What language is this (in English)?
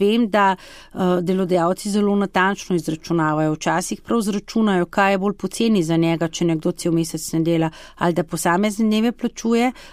Slovenian